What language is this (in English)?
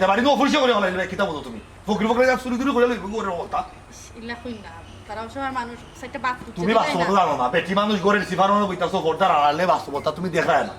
Sylheti